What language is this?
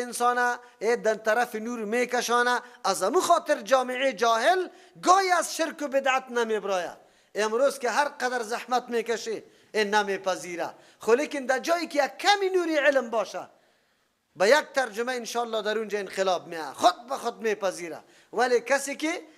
Persian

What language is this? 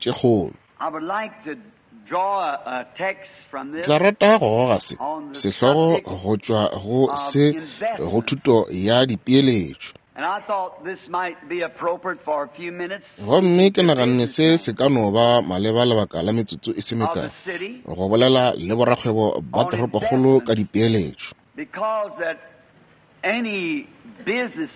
Northern Sotho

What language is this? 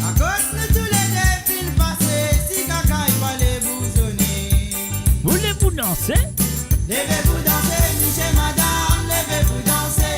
Morisyen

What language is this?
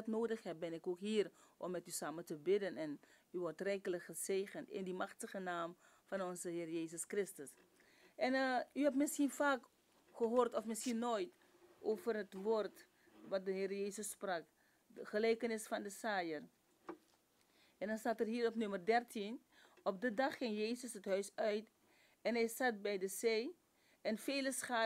Dutch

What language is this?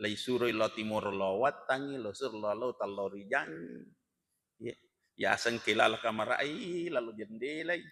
Buginese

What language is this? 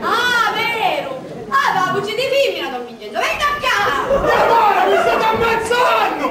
Sicilian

